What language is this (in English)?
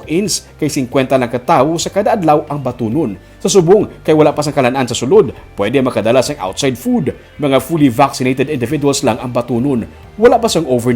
Hiligaynon